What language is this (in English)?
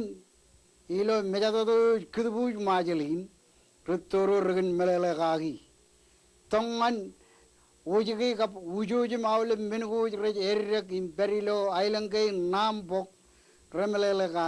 Marshallese